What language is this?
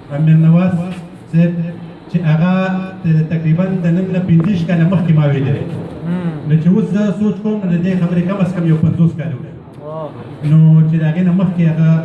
Pashto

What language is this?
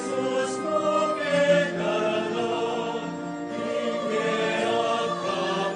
Pampanga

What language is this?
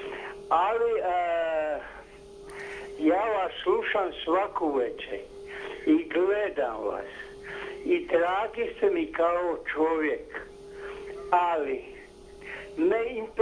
Croatian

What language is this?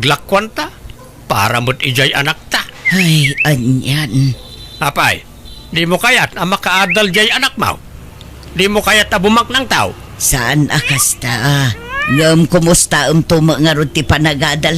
Iloko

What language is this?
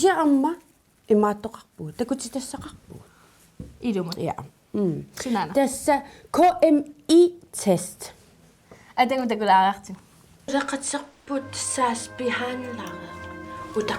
Kalaallisut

